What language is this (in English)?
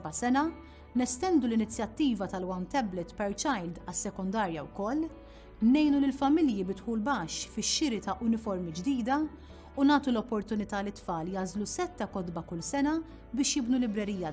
Maltese